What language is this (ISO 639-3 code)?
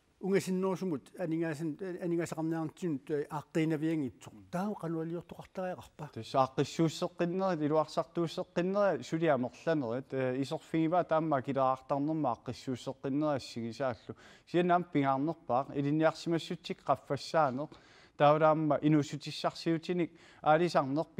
kal